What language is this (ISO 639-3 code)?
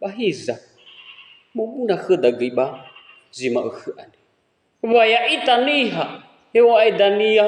nia